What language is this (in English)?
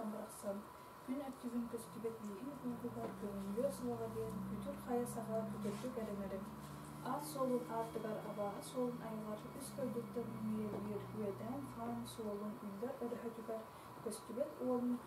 Yakut